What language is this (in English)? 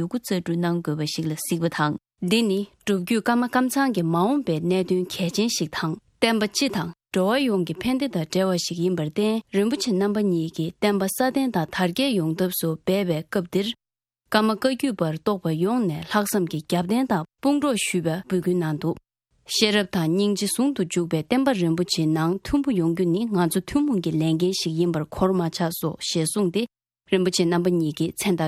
Tibetan